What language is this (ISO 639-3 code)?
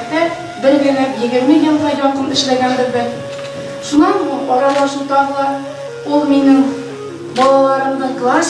bak